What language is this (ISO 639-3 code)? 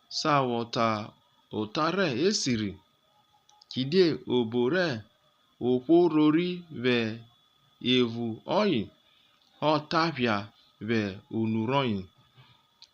urh